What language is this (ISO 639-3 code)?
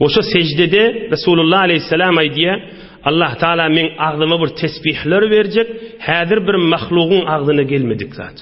tuk